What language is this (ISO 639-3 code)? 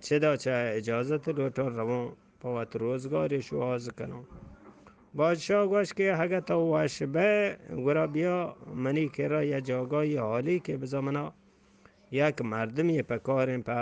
bgp